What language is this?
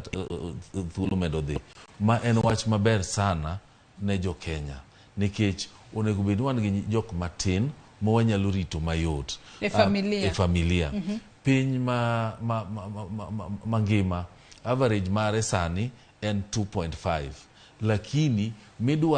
Luo (Kenya and Tanzania)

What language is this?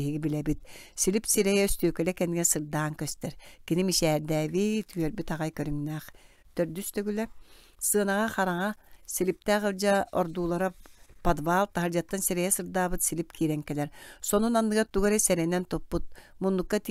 Yakut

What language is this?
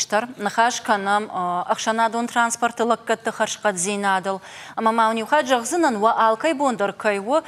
Ossetic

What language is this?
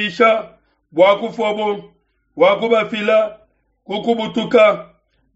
Luba-Lulua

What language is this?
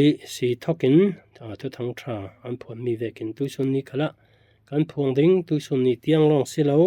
Falam Chin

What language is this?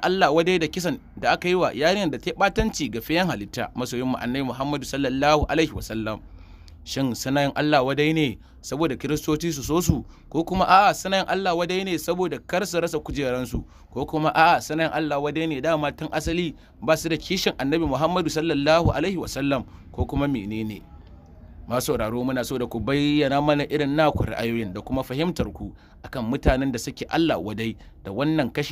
Hausa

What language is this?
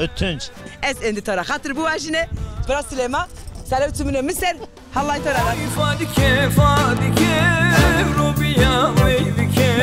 Zaza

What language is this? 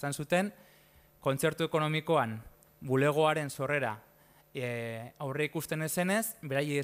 Basque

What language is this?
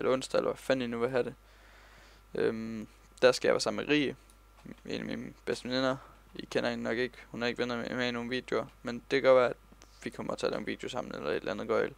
Danish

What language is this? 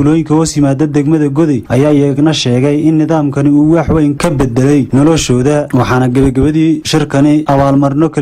Somali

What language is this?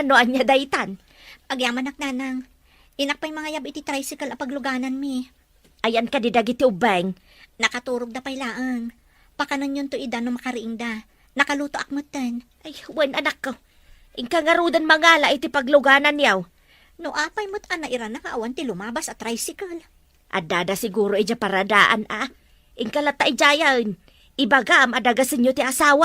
Iloko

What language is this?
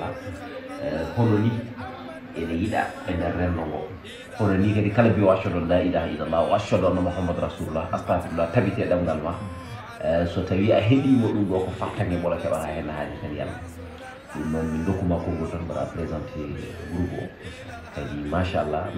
Fula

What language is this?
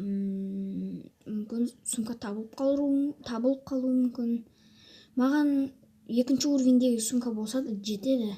Kazakh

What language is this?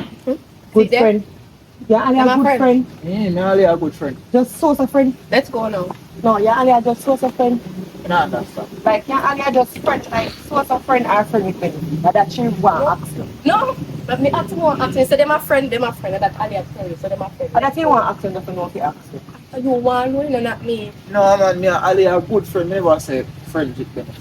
Jamaican Creole English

